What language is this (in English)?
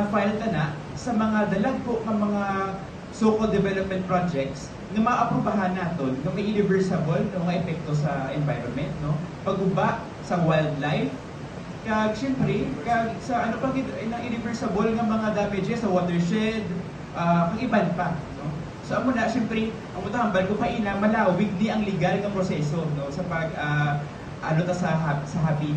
Hiligaynon